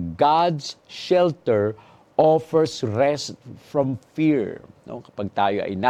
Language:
Filipino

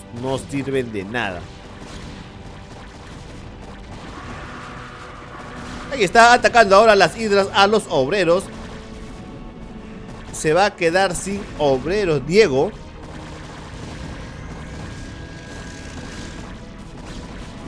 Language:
Spanish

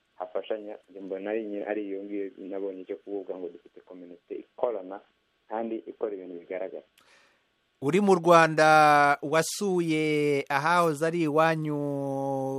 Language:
Kinyarwanda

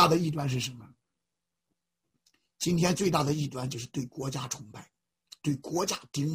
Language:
Chinese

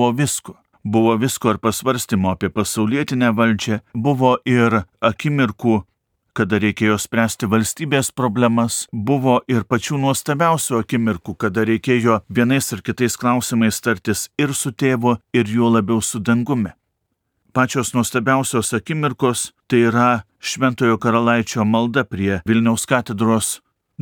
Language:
Lithuanian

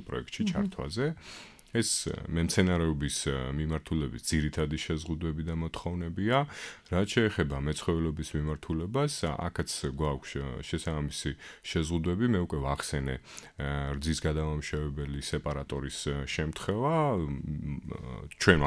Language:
Georgian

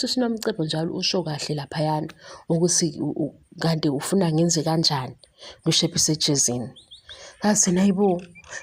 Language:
Zulu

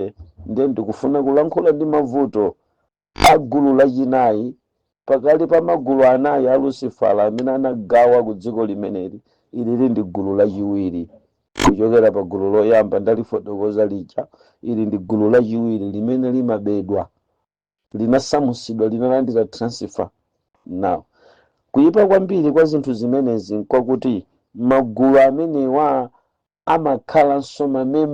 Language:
Nyanja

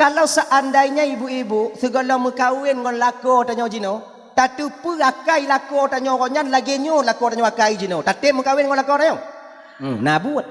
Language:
Achinese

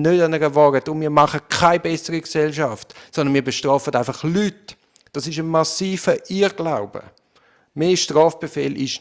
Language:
German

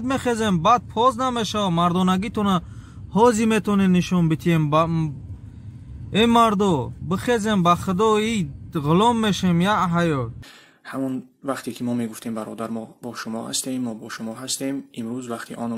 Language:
Tajik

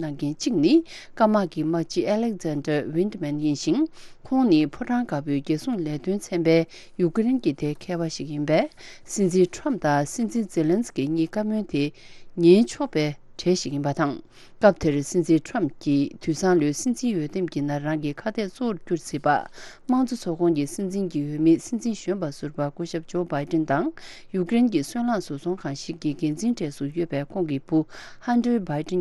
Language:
Tibetan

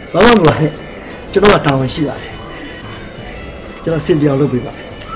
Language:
Burmese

